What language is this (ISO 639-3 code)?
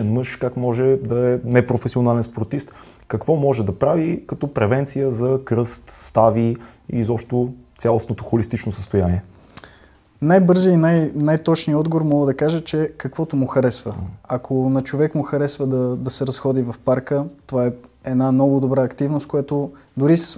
bul